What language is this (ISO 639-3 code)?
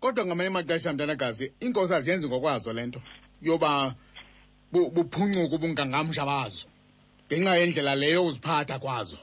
xho